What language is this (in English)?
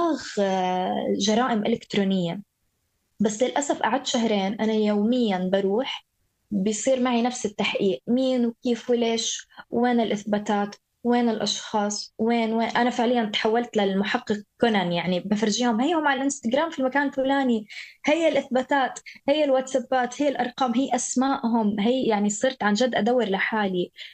North Levantine Arabic